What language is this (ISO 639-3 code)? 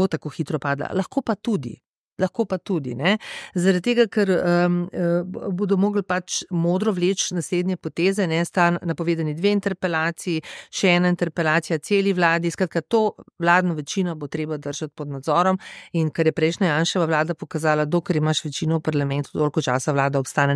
slv